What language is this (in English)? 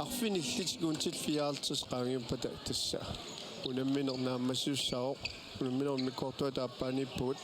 Kalaallisut